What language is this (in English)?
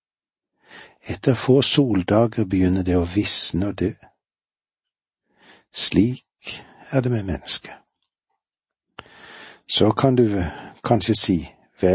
Norwegian